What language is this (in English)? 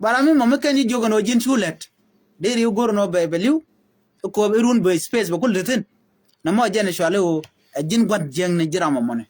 Nuer